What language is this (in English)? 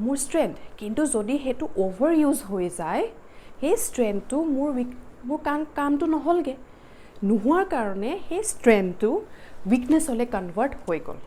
Assamese